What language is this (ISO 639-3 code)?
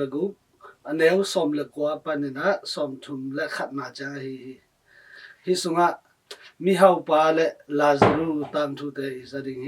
ctd